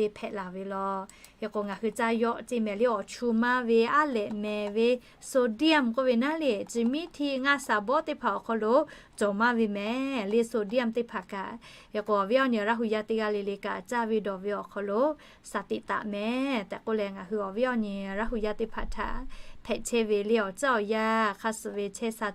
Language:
Lahu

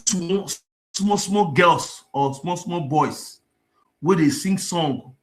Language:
Nigerian Pidgin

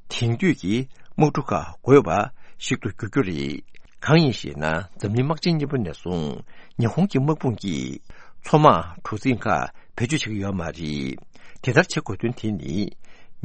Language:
Tibetan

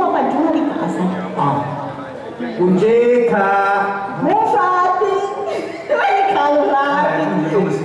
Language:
Sicilian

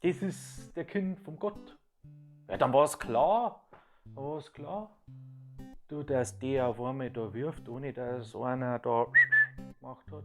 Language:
Bavarian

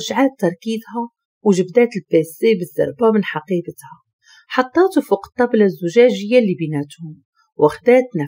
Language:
Moroccan Arabic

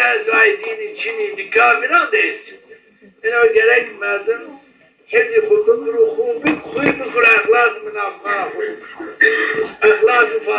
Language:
Zaza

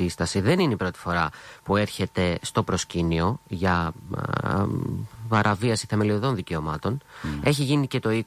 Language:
Greek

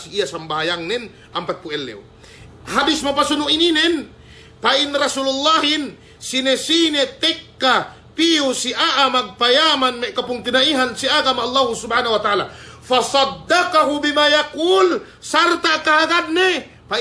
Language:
Yakan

